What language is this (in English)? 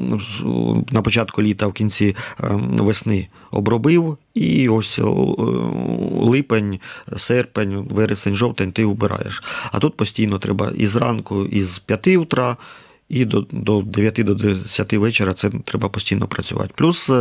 Ukrainian